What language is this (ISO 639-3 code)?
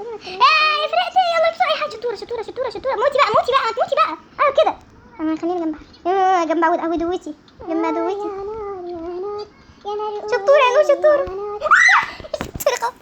arz